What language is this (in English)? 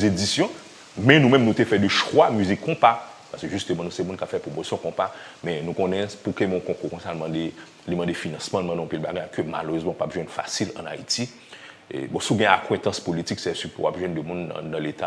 Haitian Creole